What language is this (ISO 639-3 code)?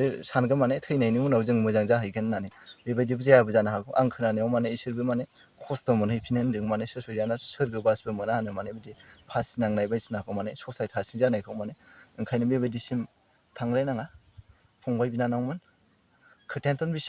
brx